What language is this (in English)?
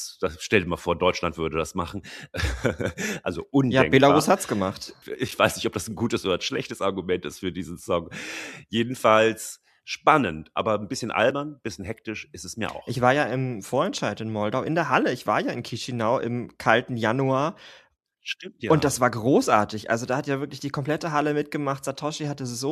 German